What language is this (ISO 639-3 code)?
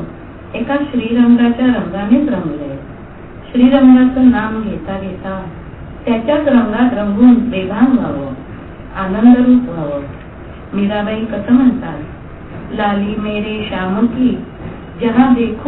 mar